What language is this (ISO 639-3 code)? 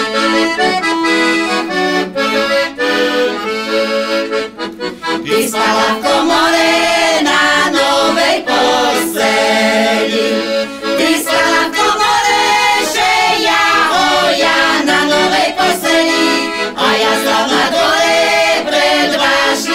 slk